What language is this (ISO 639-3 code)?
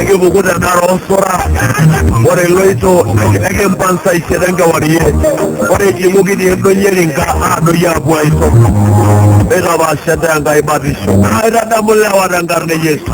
mas